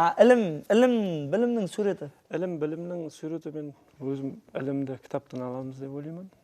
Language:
Kara-Kalpak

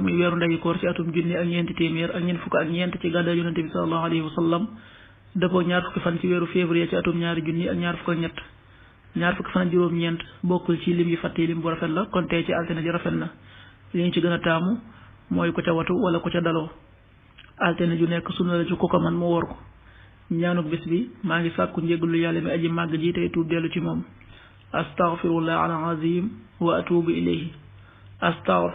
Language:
Wolof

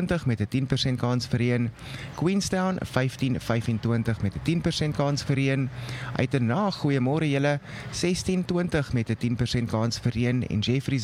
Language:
Afrikaans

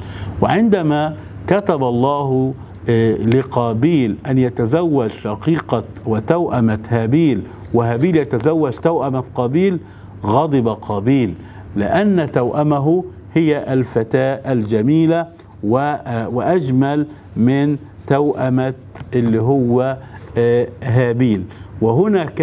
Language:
Arabic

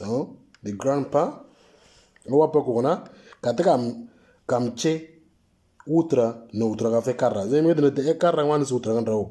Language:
Moro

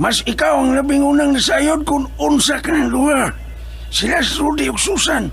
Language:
Cebuano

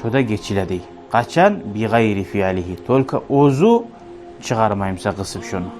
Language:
Kumyk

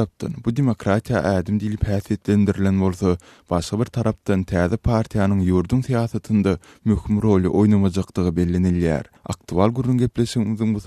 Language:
Turkmen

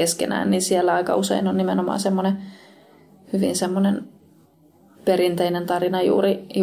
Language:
Finnish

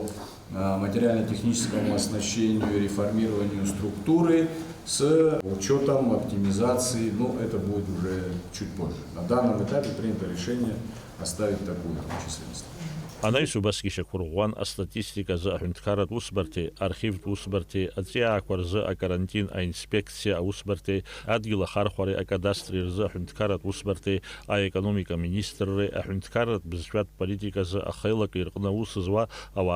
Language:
Abkhazian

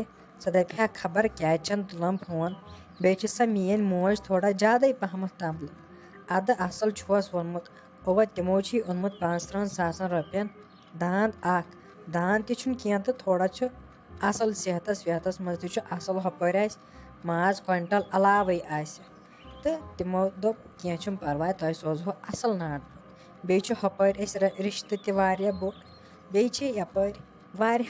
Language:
Kashmiri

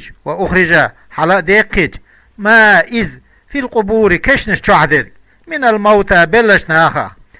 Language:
Chechen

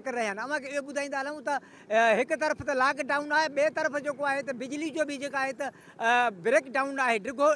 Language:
Sindhi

